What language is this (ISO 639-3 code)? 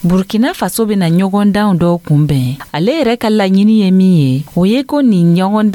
dyu